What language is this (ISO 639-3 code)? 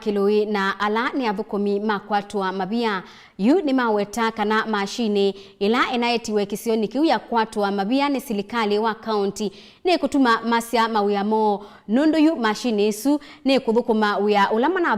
kam